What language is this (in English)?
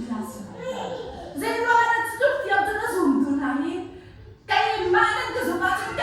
Hakha Chin